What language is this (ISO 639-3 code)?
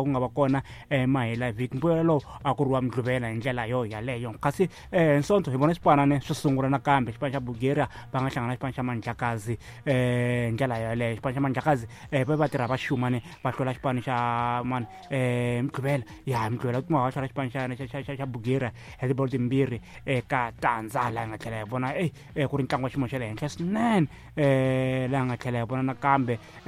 tso